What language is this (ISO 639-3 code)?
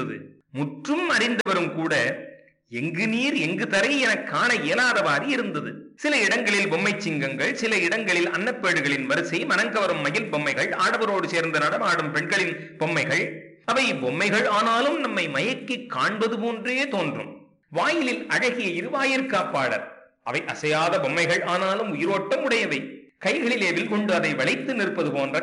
tam